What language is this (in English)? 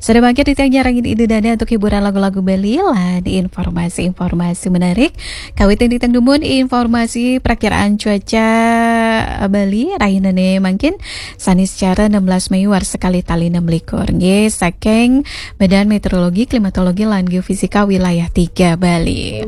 Balinese